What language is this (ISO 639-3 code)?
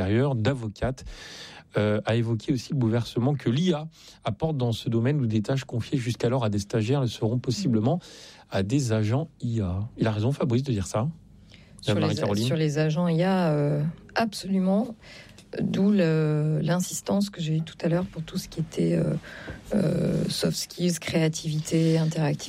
fra